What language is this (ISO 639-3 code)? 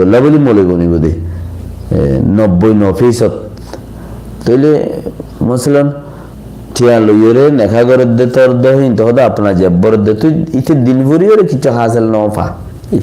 rhg